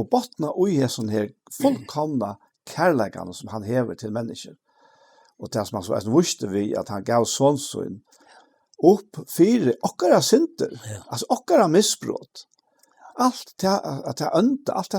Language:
Faroese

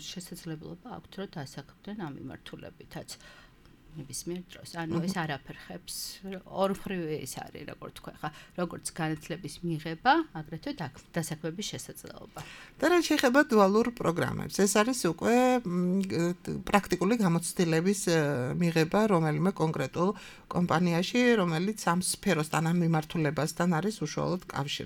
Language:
Georgian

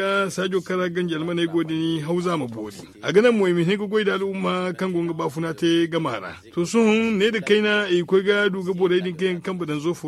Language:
Zarma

